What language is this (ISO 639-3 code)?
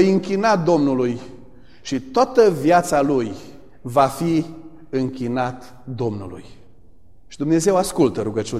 ron